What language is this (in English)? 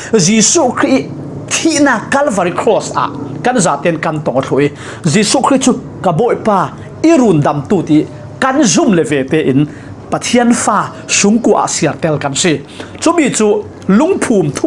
Falam Chin